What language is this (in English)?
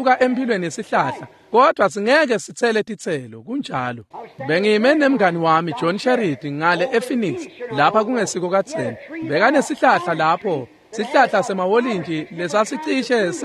Swati